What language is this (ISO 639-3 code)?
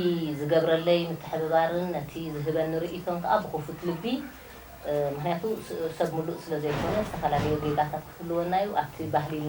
tir